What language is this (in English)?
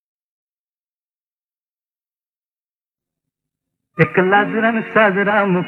Marathi